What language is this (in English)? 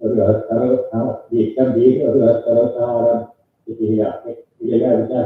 Yakut